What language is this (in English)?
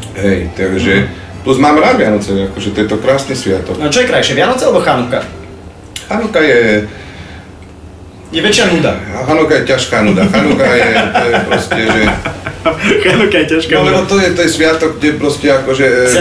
Slovak